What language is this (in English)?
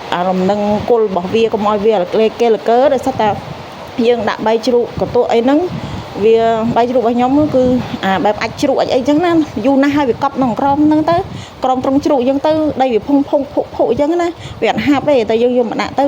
Khmer